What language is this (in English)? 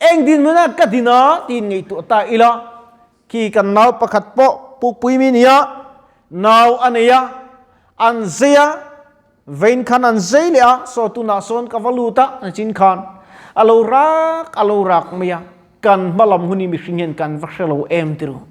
Mizo